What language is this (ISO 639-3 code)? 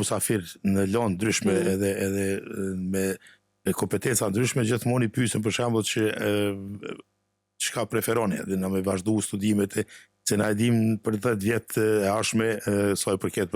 sqi